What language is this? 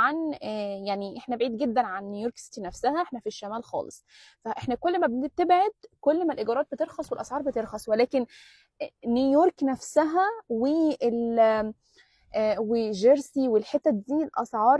Egyptian Arabic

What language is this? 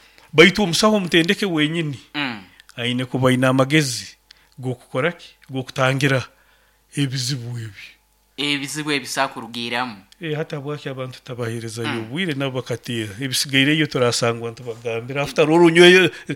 Nyankole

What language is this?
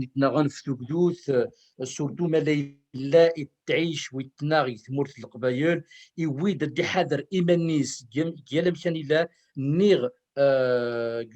Kabyle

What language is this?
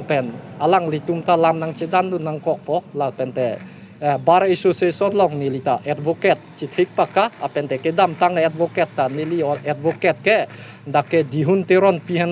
Karbi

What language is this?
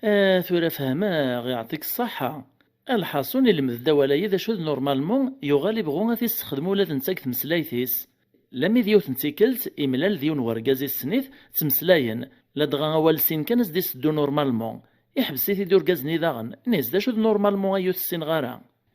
Kabyle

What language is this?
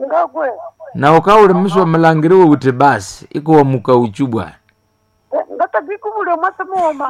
Nande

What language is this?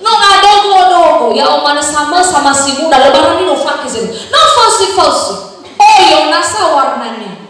Nias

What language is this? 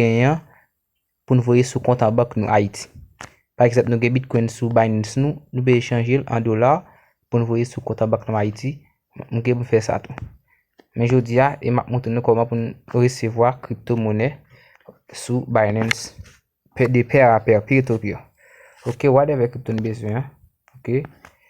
Haitian Creole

